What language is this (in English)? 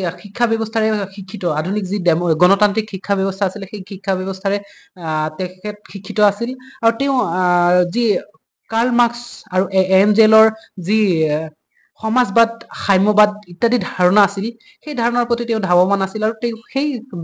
Assamese